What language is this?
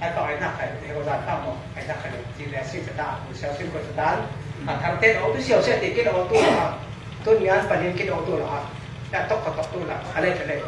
Falam Chin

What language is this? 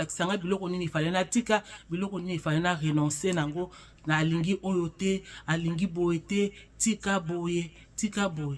Lingala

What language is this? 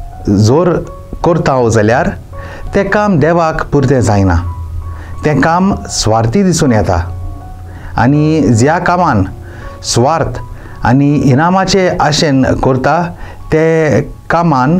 Konkani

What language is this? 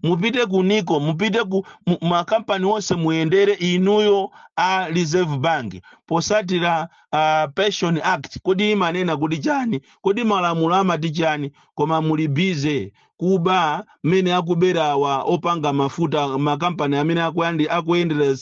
Nyanja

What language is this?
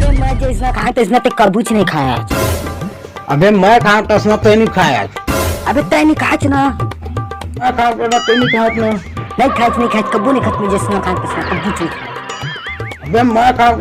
Chhattisgarhi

